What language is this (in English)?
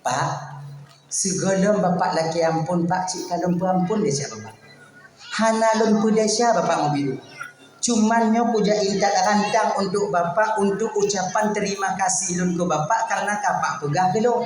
Achinese